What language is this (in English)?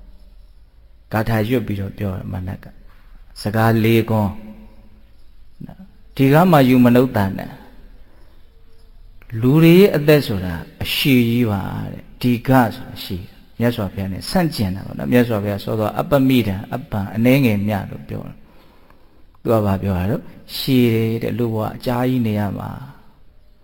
Burmese